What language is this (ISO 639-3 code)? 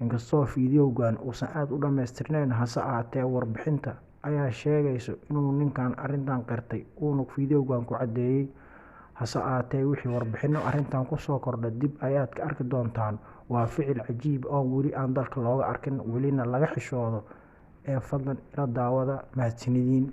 som